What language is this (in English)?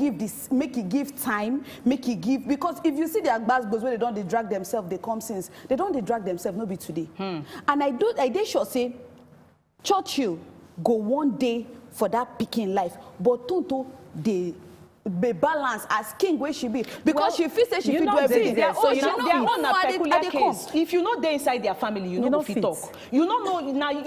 Nigerian Pidgin